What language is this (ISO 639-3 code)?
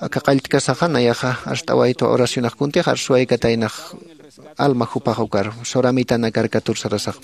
aym